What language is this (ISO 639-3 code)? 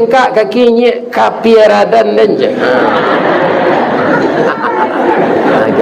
min